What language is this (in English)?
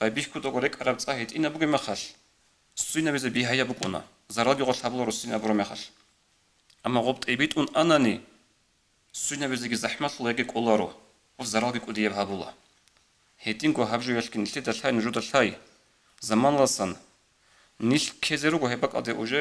Avaric